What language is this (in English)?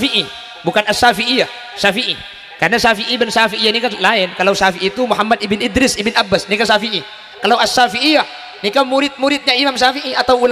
Madurese